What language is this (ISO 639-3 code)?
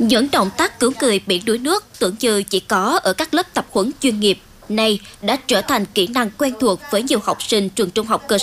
vie